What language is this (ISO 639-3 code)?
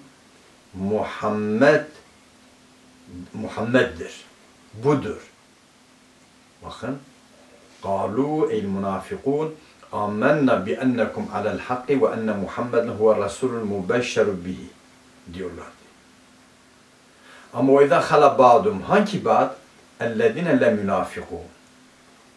tur